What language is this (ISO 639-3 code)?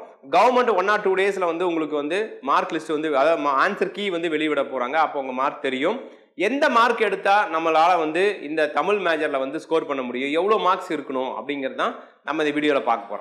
tam